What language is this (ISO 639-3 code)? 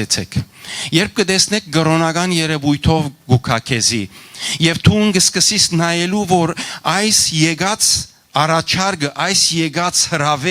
hyw